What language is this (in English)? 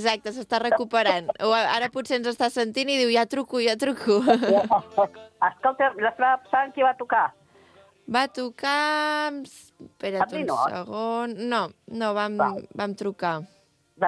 Catalan